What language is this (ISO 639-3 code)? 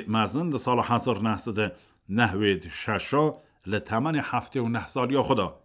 kur